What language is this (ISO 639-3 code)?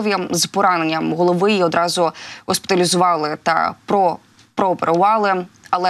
ukr